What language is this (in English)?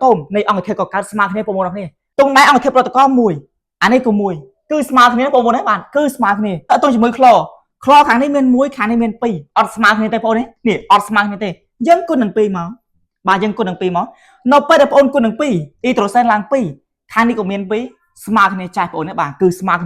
Khmer